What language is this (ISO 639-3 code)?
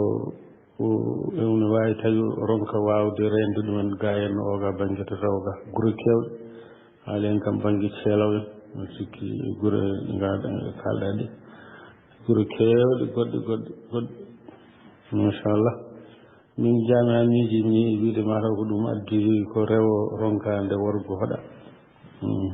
ful